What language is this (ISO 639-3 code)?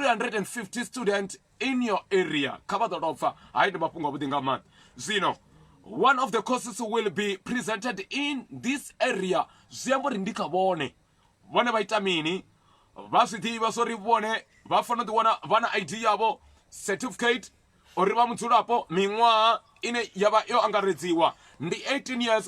ven